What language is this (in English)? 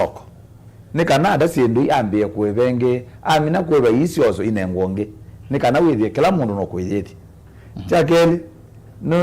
Kamba